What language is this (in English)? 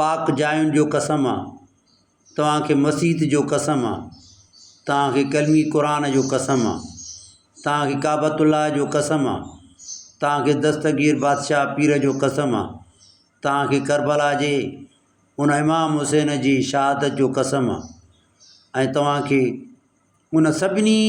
Sindhi